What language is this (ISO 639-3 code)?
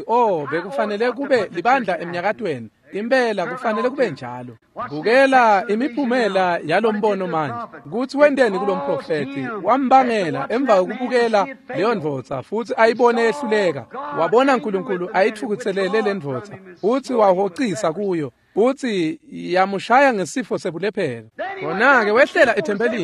ssw